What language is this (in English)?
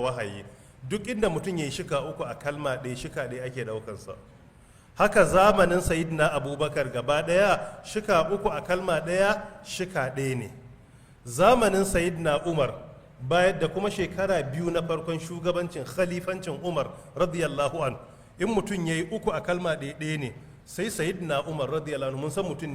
Hausa